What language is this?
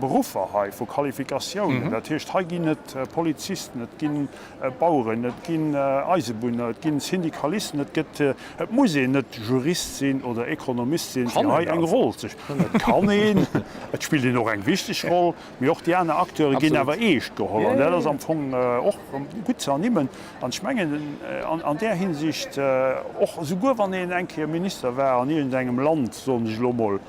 Luxembourgish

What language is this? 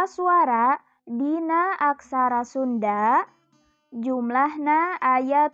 Sundanese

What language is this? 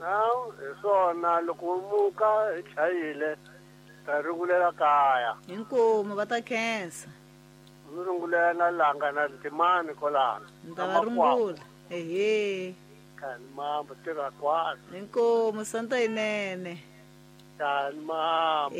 Tsonga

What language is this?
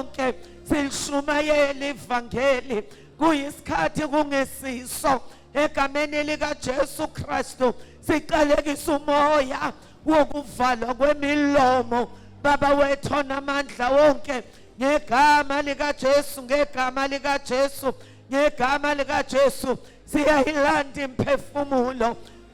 Zulu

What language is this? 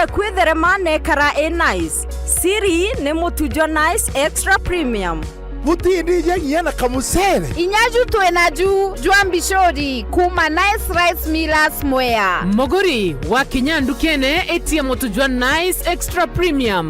Meru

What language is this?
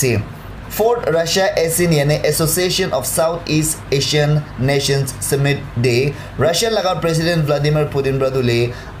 Naga Pidgin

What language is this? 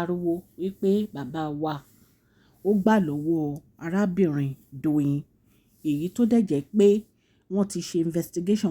Yoruba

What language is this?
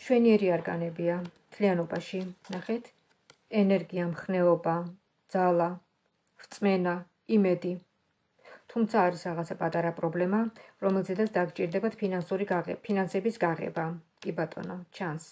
Georgian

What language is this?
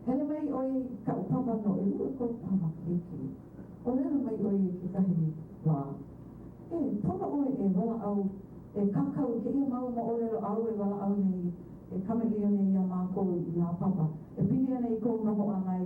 Hawaiian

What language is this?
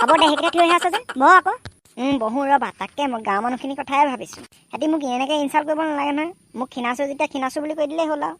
Assamese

